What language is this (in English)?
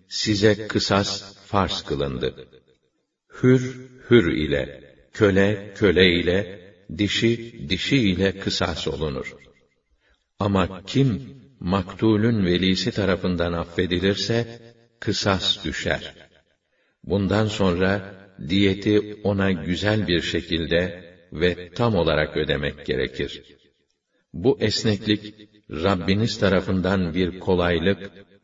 Turkish